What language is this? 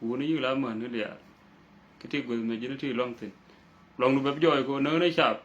Nuer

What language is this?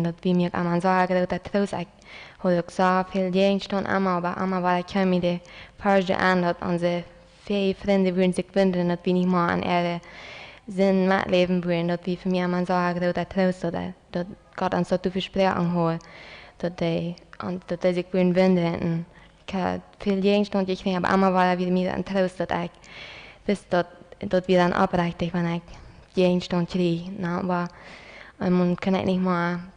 Plautdietsch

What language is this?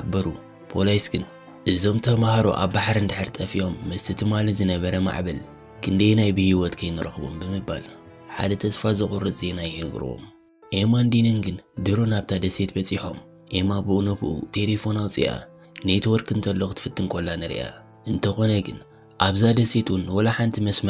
Tigrinya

